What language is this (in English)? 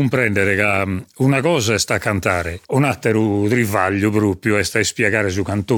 Sardinian